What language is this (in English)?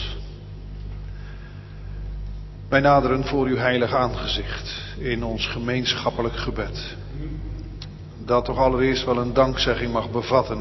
Dutch